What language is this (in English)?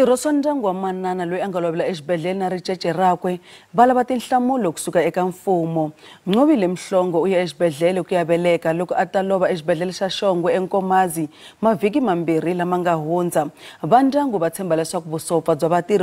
Tsonga